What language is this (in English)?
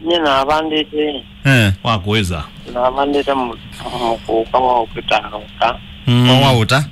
Kamba